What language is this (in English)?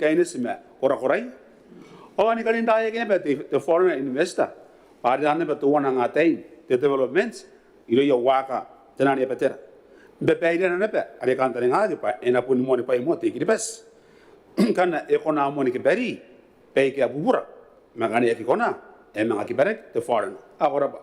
Gilbertese